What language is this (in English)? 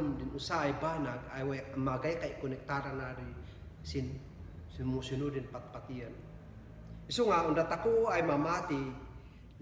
Kankanaey